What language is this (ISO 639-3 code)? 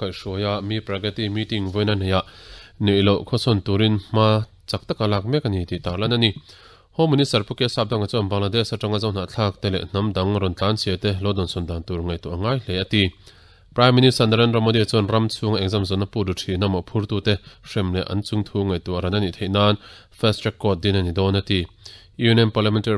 lus